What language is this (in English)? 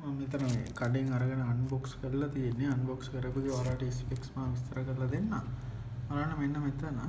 Sinhala